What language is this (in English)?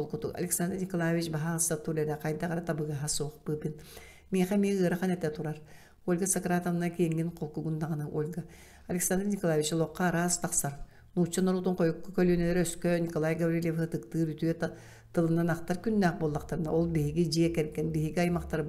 Yakut